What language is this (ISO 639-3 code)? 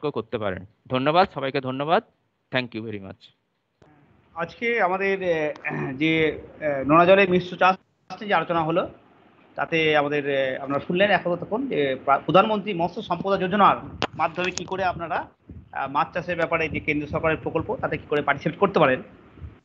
ben